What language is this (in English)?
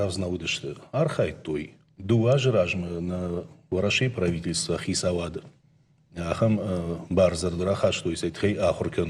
Ossetic